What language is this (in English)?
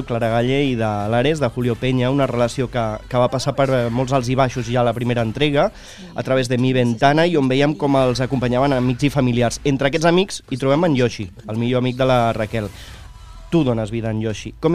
Catalan